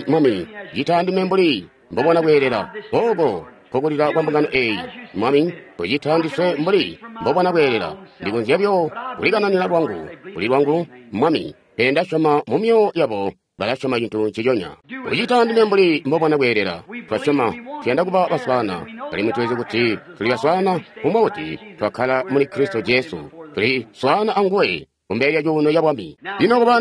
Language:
Tonga (Zambia)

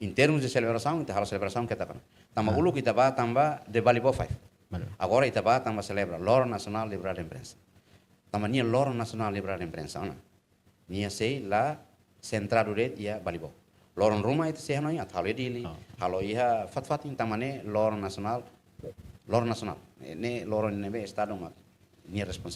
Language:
Tetum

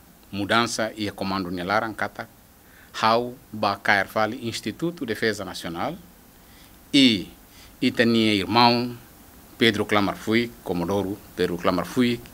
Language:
Tetum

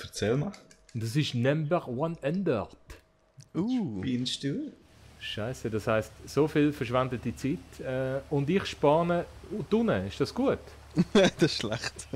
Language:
Swiss German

